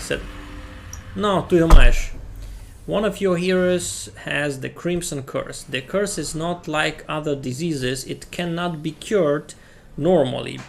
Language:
Rusyn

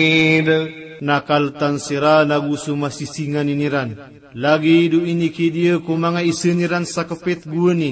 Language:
Maranao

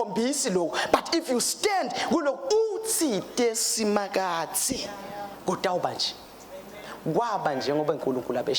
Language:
Swati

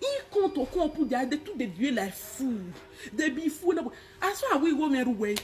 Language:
Nigerian Pidgin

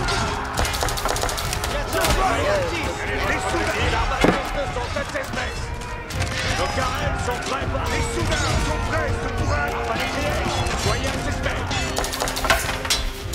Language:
French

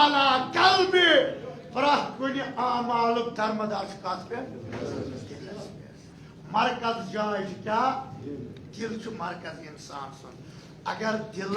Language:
Kashmiri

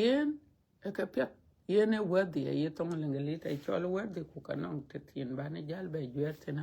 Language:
Dinka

